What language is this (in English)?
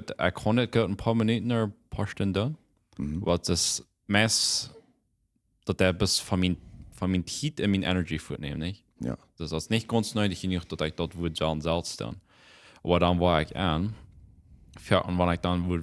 Plautdietsch